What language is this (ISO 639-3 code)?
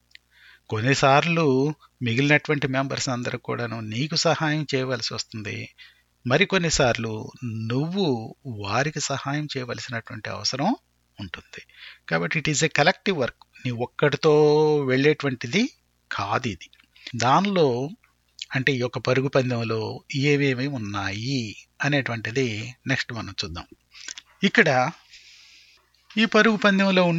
tel